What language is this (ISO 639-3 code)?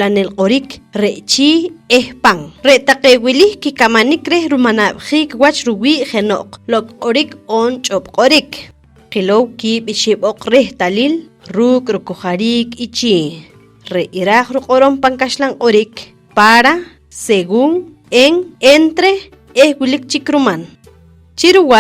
poh